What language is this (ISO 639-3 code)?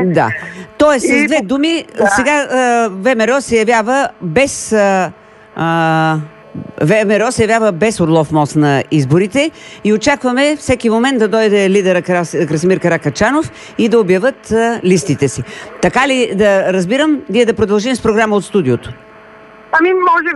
bul